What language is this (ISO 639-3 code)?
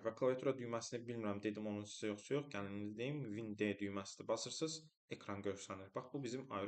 aze